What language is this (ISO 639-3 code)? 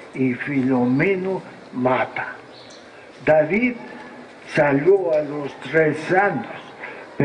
spa